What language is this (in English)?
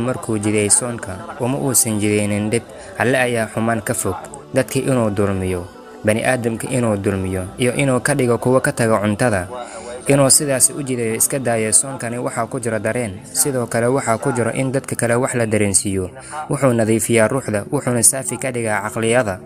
Somali